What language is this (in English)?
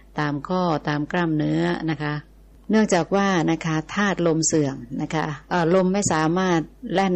Thai